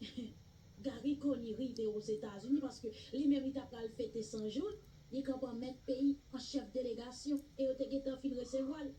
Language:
Haitian Creole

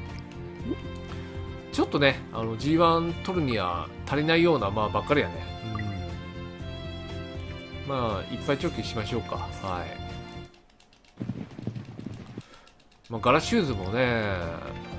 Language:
Japanese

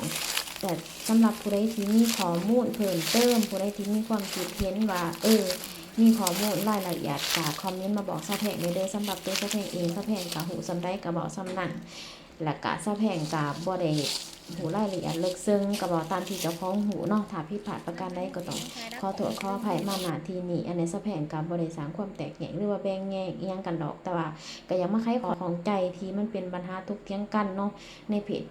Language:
Lao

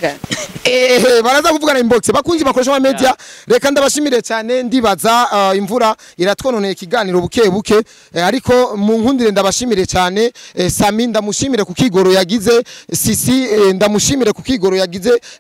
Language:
Rundi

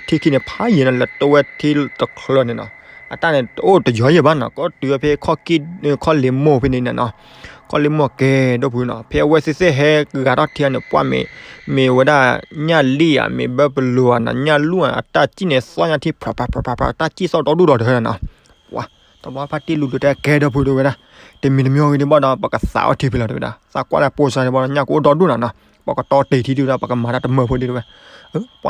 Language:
S'gaw Karen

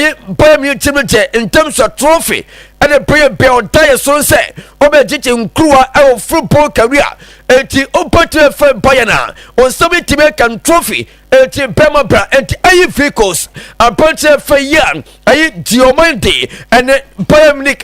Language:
Akan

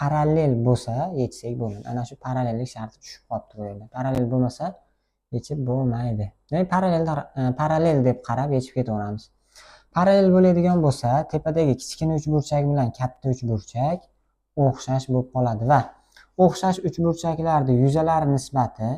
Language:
Uzbek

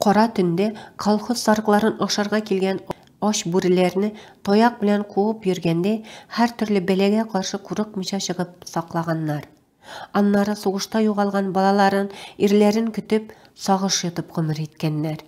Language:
Tatar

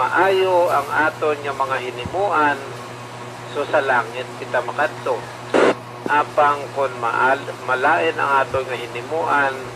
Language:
Hiligaynon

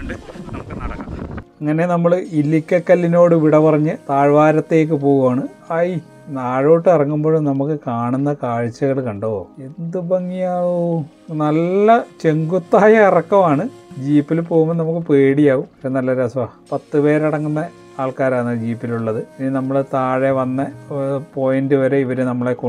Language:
Malayalam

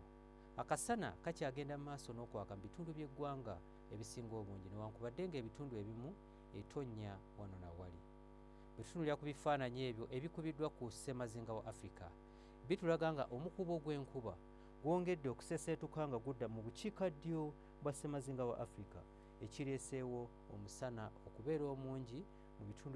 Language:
Ganda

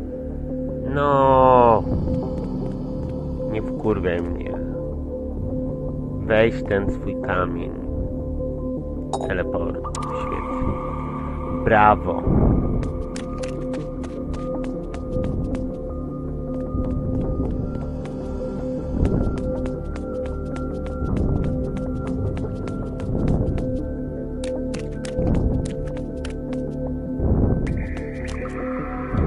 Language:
Polish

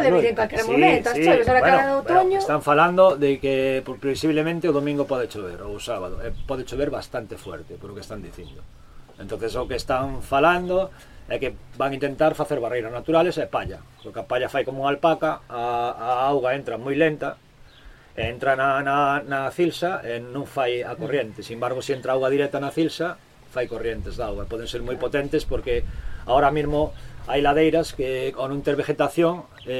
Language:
Galician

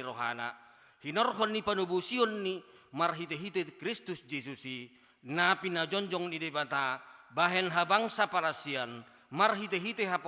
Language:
Batak Toba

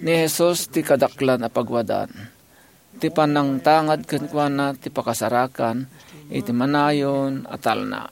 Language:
Iloko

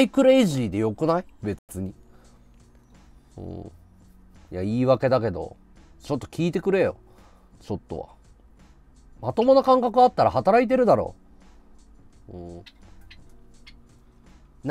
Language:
Japanese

